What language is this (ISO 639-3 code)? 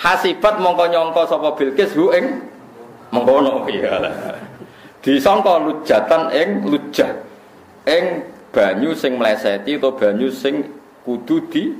jav